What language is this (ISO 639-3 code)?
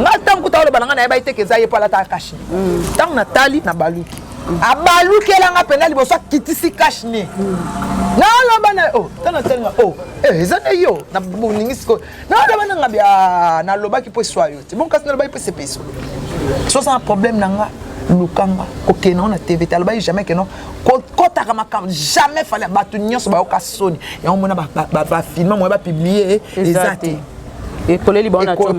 lin